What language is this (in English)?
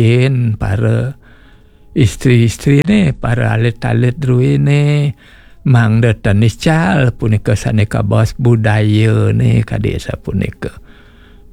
Balinese